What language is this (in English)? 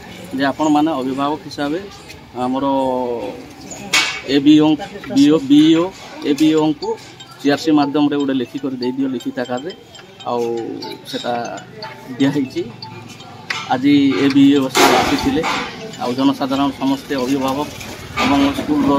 Odia